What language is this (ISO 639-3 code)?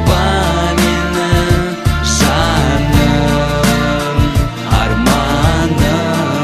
kaz